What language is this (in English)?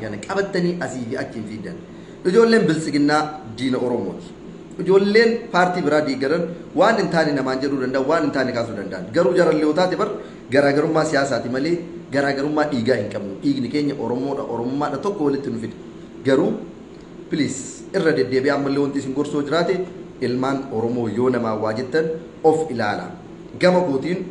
Oromo